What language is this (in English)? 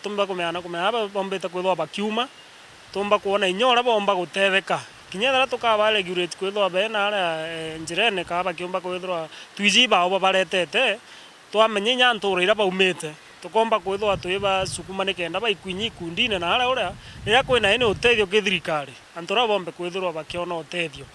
Meru